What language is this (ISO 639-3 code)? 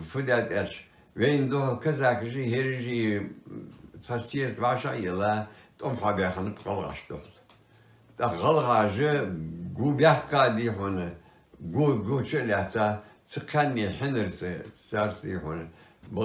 inh